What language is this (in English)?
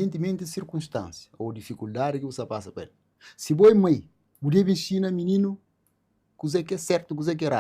Kabuverdianu